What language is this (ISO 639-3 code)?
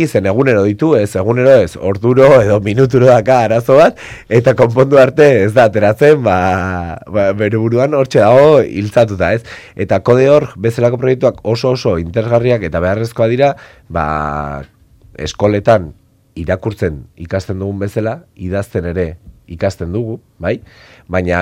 eus